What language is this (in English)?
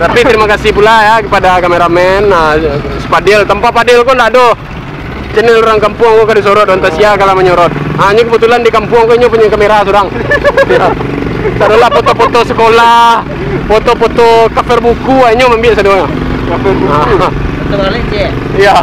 Minangkabau